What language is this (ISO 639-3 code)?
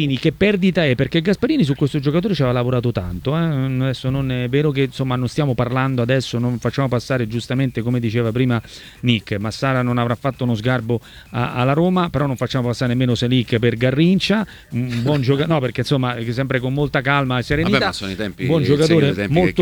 ita